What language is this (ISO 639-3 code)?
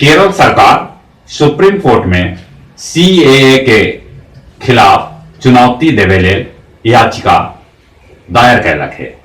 mag